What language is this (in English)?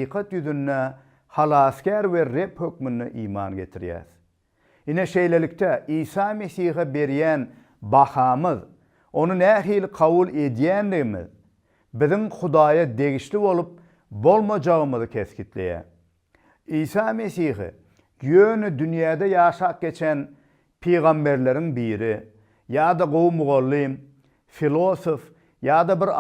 Turkmen